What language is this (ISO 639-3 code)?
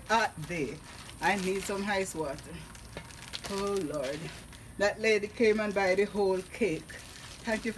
jam